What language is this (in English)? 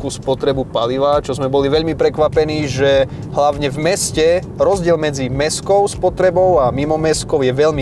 Slovak